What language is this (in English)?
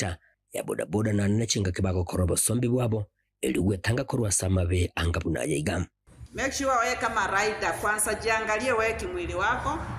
Gusii